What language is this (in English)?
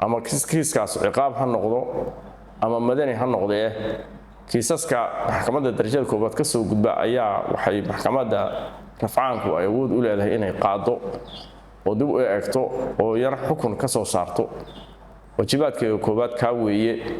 Somali